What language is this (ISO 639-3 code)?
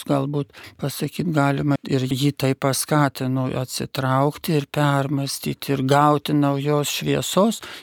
lit